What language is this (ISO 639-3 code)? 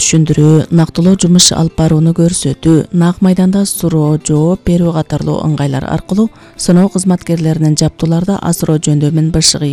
kir